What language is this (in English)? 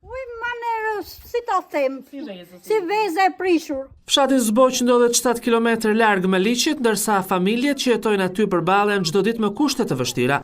Albanian